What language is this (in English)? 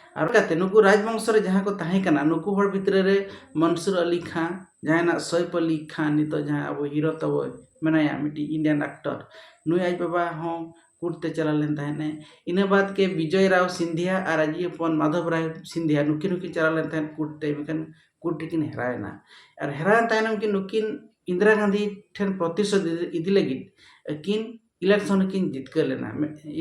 Santali